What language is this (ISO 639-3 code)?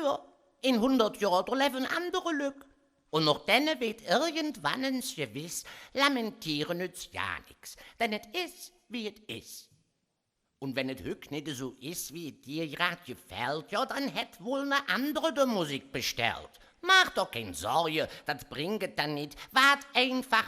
ksh